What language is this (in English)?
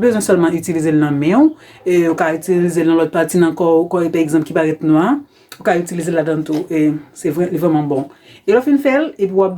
Haitian Creole